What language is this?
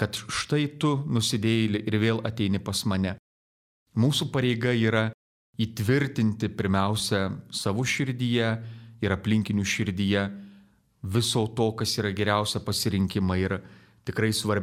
Lithuanian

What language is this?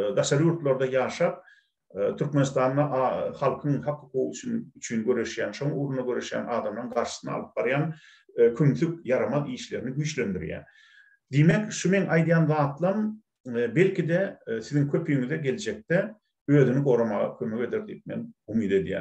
Turkmen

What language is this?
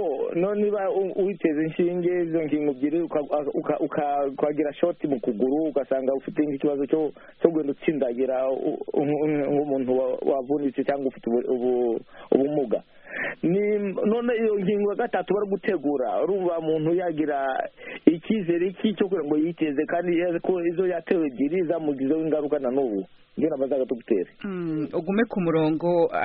Kinyarwanda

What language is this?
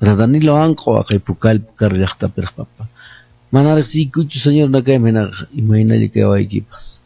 Quechua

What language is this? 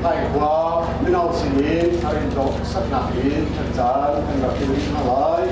Hakha Chin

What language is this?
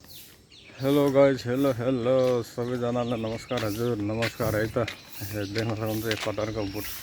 Nepali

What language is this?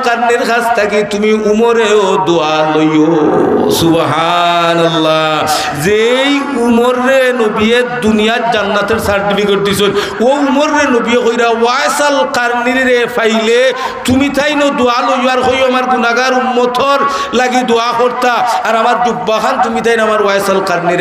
Sylheti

